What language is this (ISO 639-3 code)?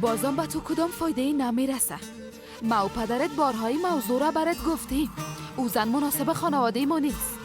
fas